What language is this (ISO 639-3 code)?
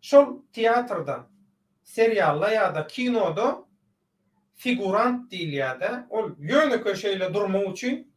tuk